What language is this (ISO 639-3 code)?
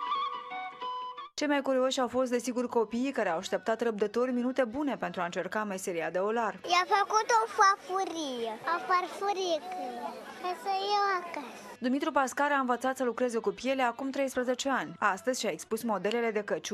ron